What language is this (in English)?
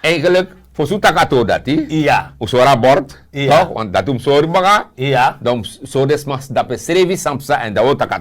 Sranan Tongo